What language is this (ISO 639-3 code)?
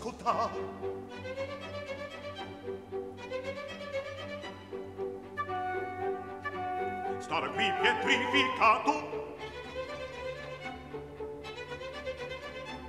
ita